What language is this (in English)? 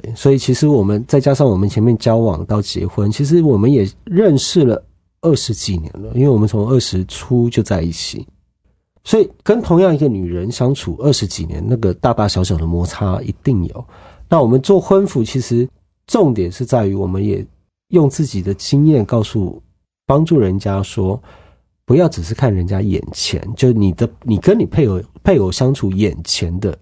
Chinese